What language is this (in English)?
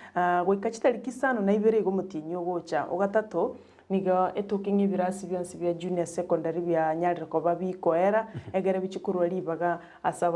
Gusii